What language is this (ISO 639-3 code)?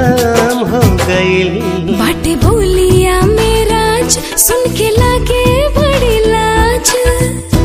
bho